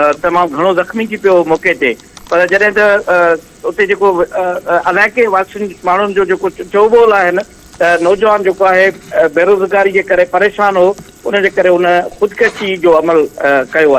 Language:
Sindhi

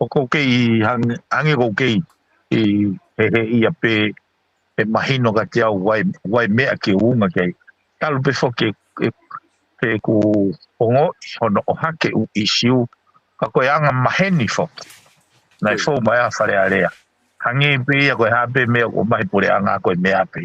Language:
Tongan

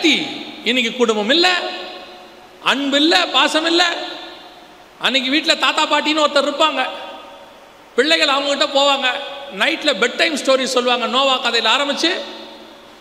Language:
Tamil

